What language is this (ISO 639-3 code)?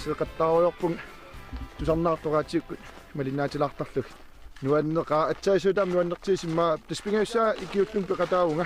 kal